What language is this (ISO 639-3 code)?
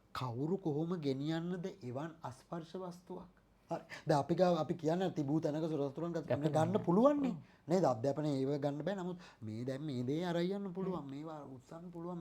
sin